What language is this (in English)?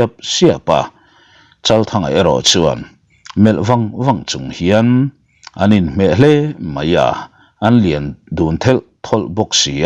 Mizo